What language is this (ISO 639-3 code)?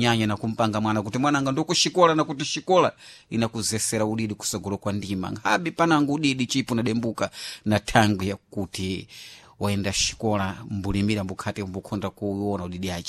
seh